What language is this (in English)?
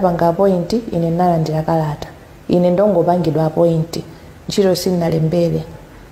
Nyanja